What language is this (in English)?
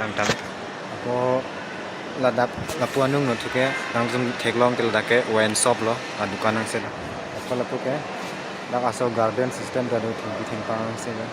Karbi